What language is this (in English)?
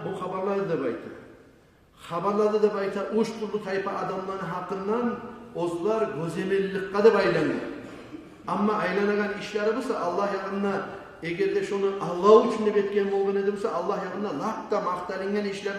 Kumyk